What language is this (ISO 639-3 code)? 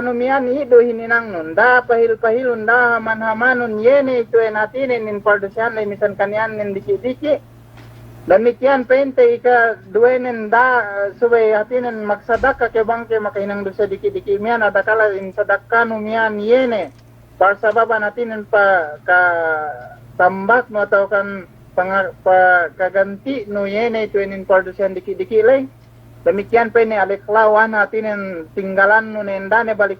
yka